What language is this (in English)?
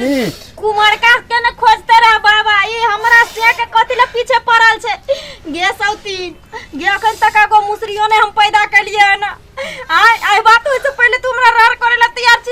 Maithili